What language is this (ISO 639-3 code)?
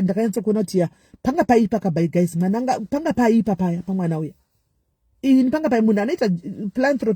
sna